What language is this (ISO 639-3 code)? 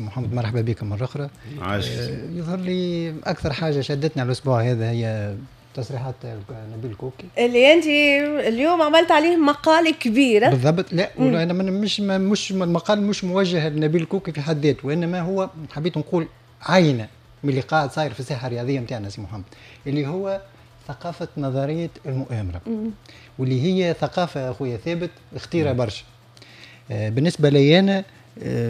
aeb